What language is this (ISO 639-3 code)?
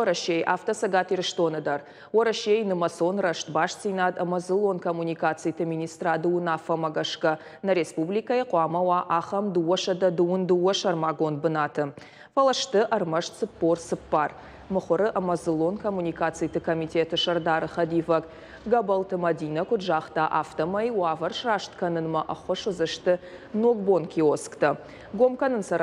oss